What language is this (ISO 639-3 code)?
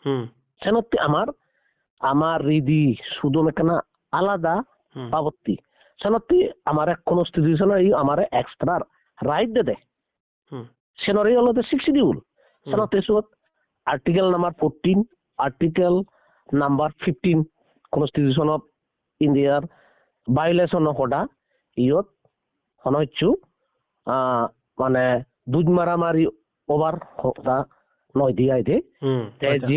ccp